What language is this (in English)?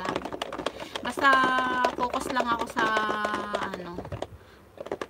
Filipino